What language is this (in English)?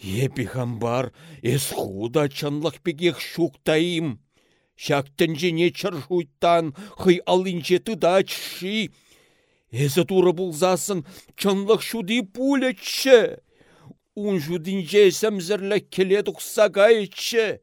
Chuvash